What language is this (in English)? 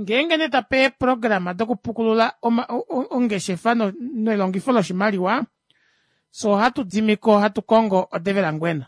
Kuanyama